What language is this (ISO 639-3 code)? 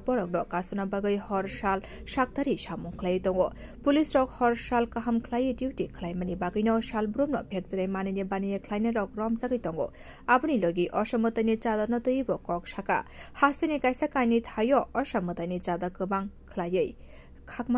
trp